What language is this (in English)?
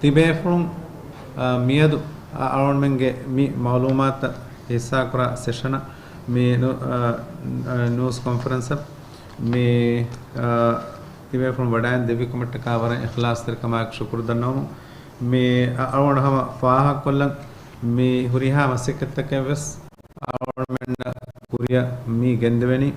Divehi